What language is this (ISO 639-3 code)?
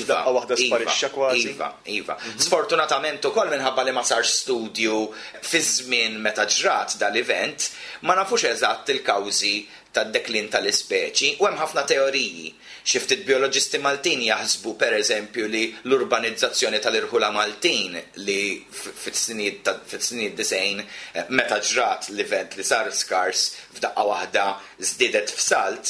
mlt